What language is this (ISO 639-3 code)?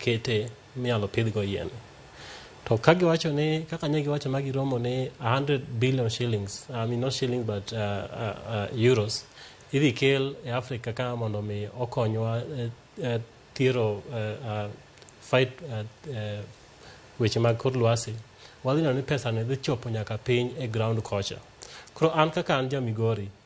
luo